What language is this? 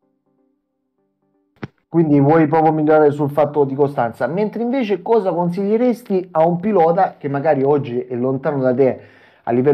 Italian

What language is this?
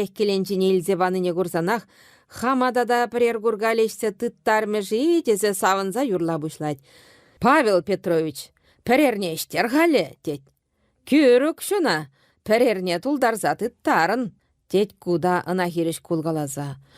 Chuvash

